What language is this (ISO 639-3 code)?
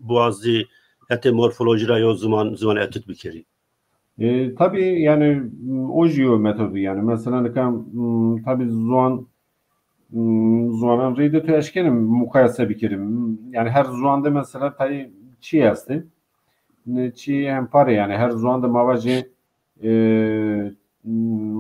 zza